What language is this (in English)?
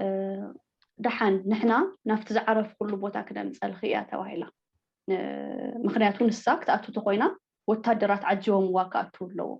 Tigrinya